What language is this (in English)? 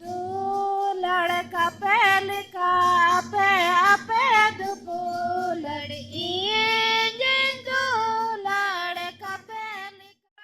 Santali